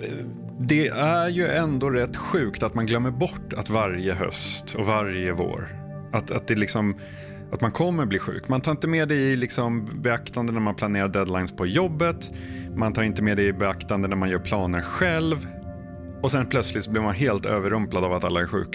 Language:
Swedish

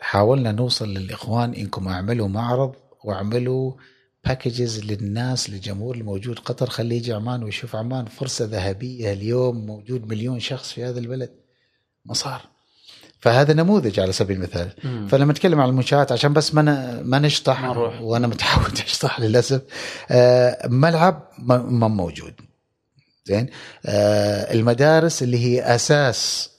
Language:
Gulf Arabic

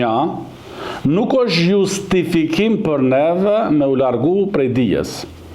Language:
Albanian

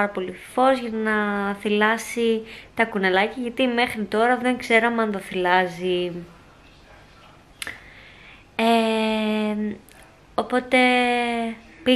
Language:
Greek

